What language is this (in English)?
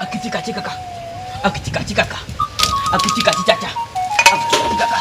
Ewe